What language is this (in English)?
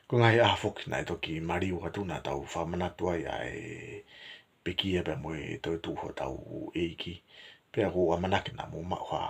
Tongan